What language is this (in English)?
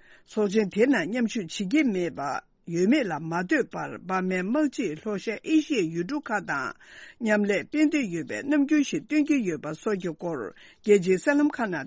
Tibetan